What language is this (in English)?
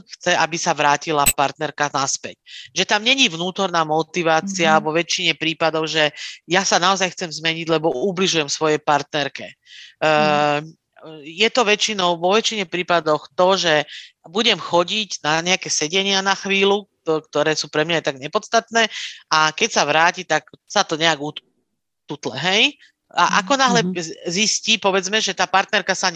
Slovak